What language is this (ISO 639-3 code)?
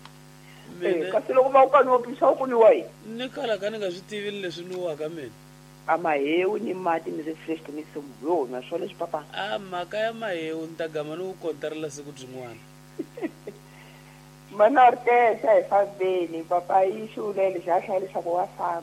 tso